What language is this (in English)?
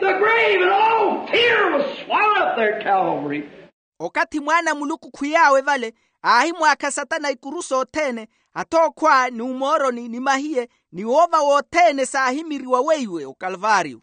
Makhuwa